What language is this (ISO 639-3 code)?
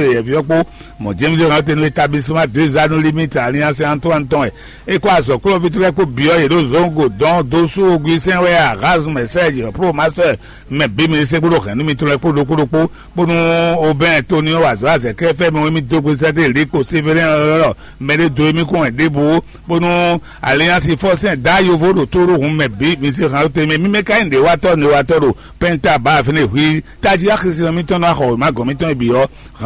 fon